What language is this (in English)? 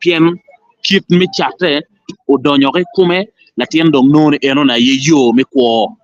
Acoli